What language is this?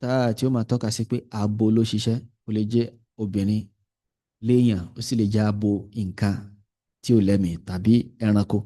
Yoruba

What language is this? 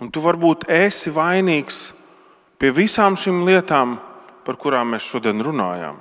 Latvian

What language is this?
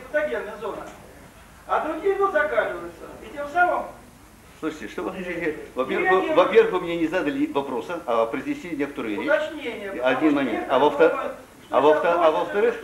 Russian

